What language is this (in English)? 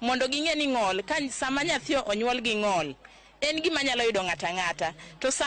Luo (Kenya and Tanzania)